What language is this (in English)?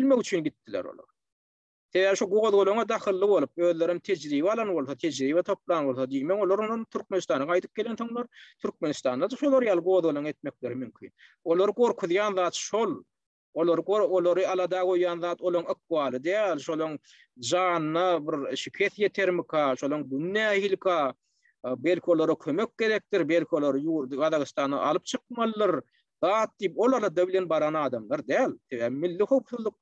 Turkmen